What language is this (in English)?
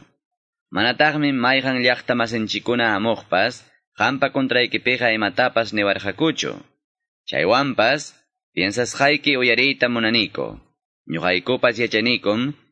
Ayacucho Quechua